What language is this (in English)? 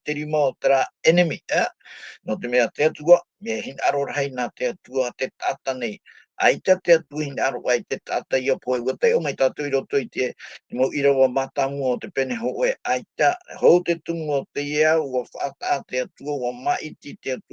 Tahitian